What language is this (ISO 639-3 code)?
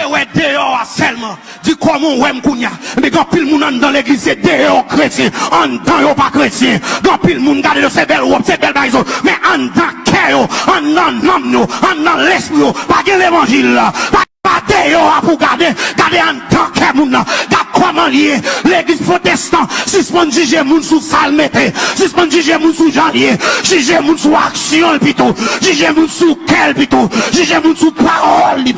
hat